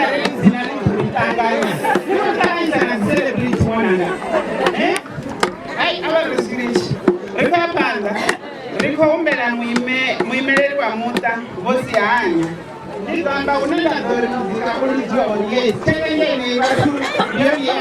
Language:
Venda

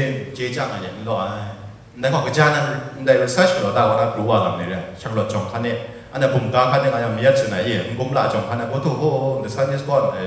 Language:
Kachin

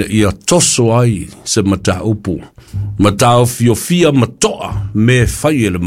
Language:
Samoan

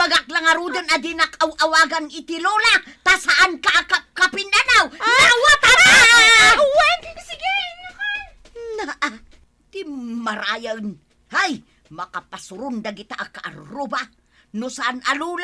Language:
Iloko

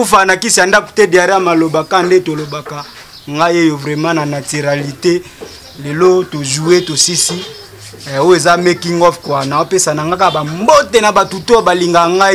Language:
Lingala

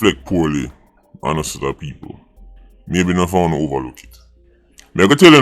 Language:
Jamaican Creole English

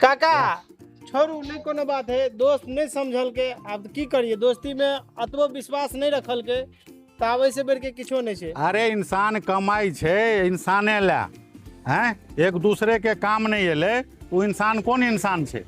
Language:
Maithili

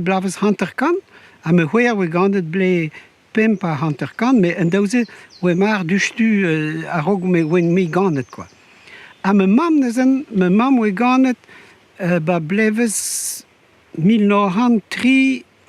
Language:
Breton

